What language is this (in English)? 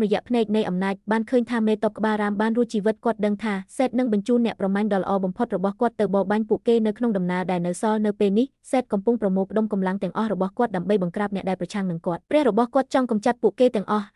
Khmer